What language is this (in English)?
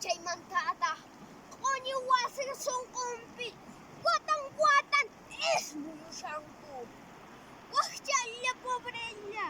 Quechua